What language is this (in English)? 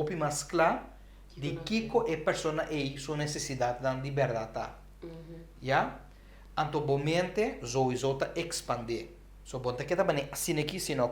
Papiamento